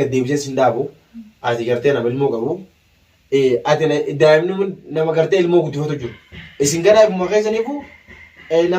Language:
Oromo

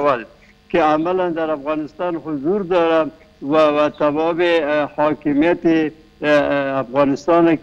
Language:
Persian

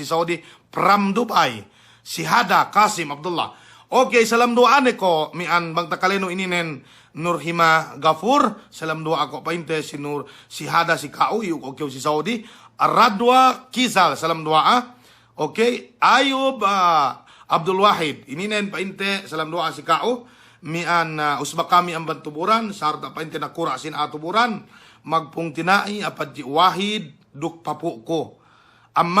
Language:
Yakan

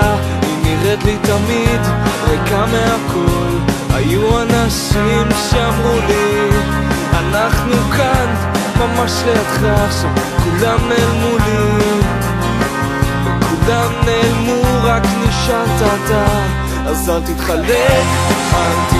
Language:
Hebrew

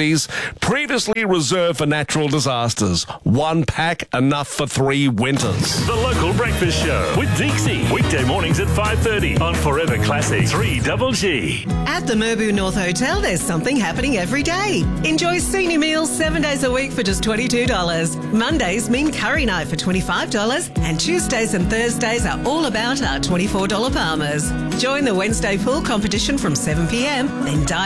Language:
English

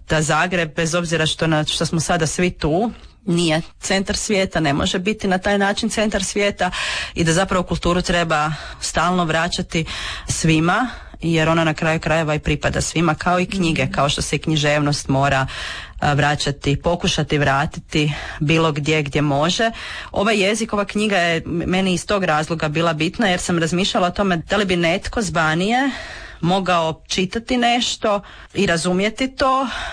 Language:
Croatian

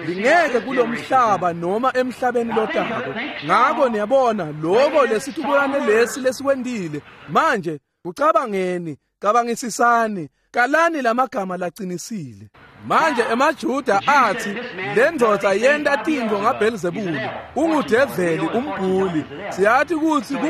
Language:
Swati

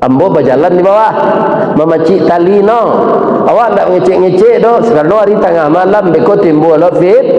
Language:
Minangkabau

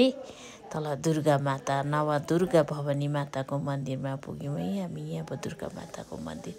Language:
Nepali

